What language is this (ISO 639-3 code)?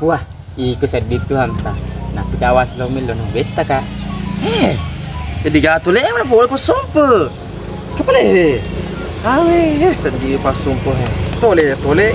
bug